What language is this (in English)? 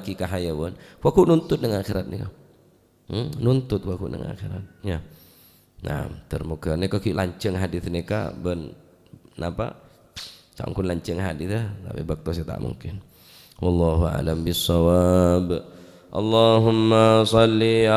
Madurese